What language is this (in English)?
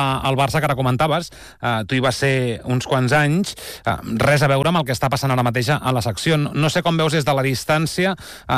Catalan